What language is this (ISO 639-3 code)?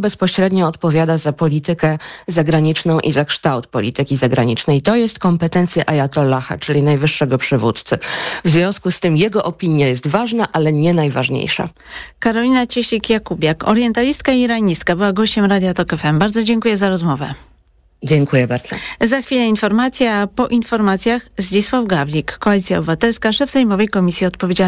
pol